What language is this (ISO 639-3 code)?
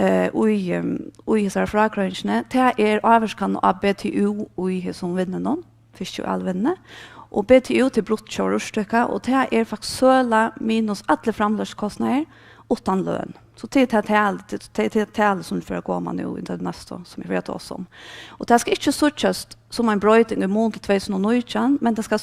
fao